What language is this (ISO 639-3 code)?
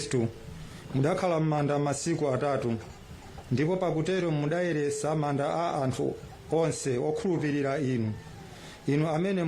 nya